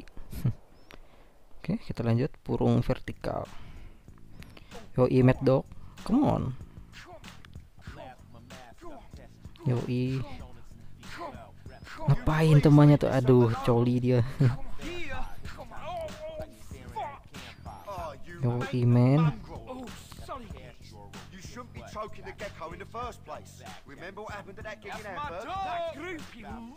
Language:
Indonesian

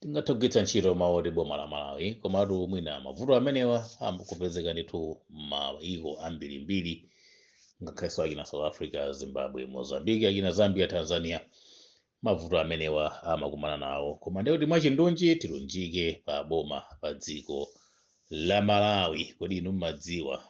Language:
Nyanja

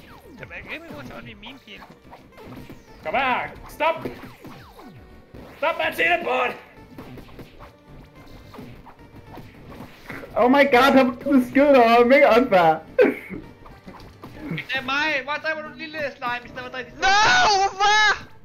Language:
Danish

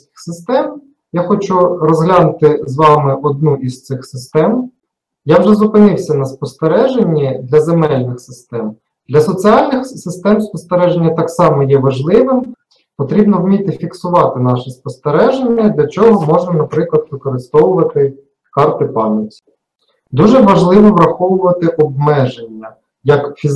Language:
Ukrainian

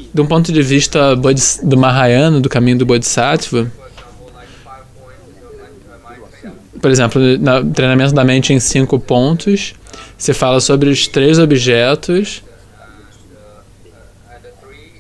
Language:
Portuguese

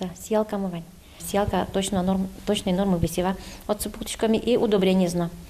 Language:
Udmurt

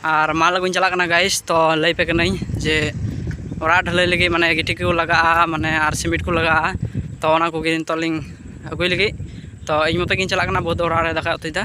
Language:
Santali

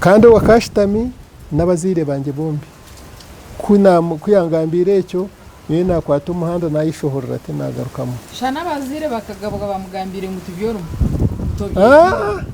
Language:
Nyankole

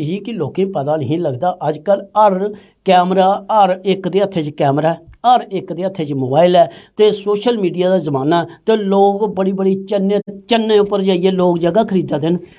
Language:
Dogri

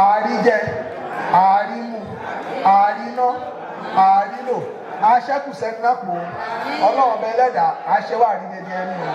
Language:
Yoruba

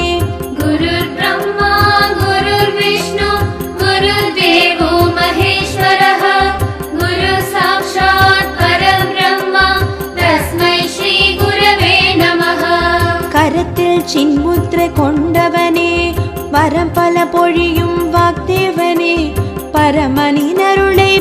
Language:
Tamil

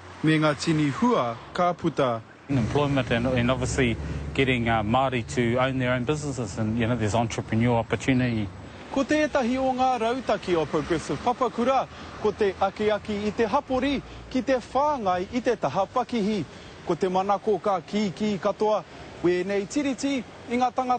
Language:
Māori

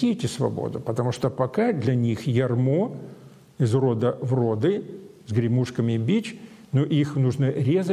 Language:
Russian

